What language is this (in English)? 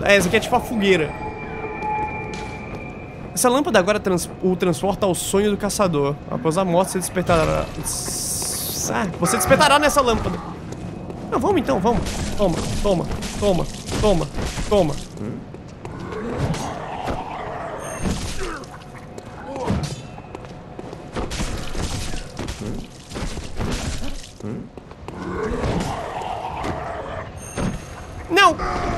Portuguese